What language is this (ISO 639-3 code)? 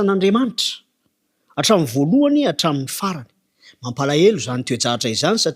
mlg